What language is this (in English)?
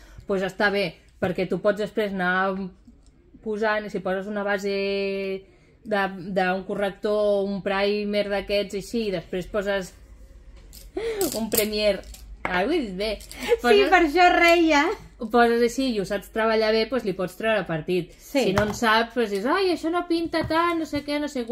Catalan